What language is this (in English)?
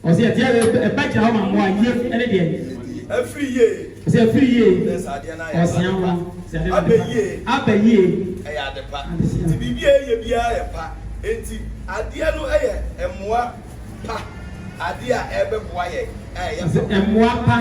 Akan